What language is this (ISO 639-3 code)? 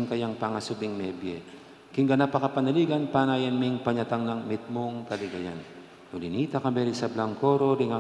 pam